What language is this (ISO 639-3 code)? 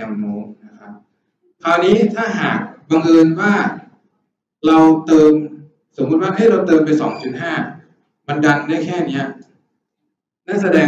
tha